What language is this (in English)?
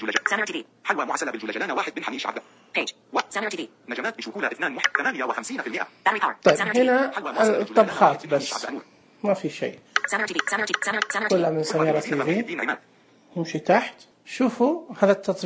Najdi Arabic